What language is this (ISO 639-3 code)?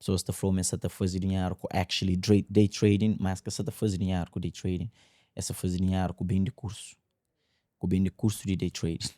kea